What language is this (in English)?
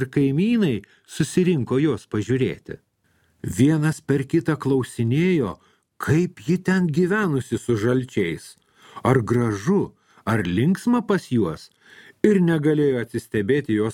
Lithuanian